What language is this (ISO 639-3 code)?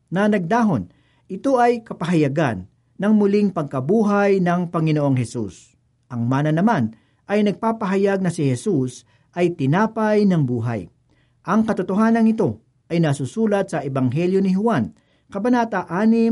fil